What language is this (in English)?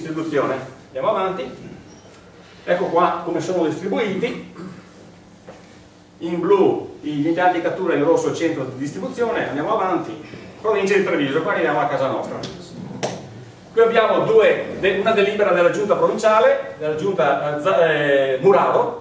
Italian